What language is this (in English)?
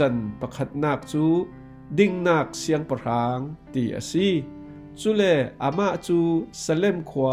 Falam Chin